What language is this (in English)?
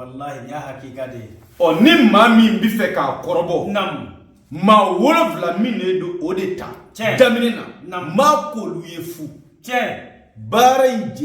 Bambara